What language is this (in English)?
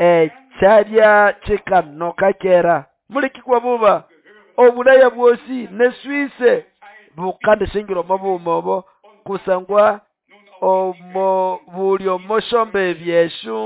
Nande